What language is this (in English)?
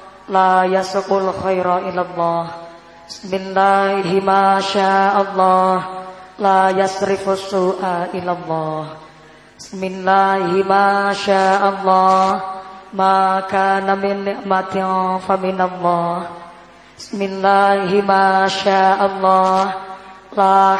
Javanese